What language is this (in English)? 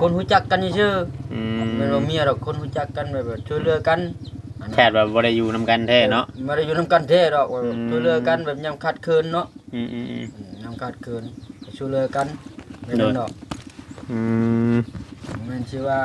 Northeastern Thai